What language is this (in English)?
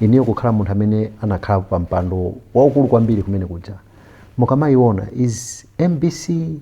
Nyanja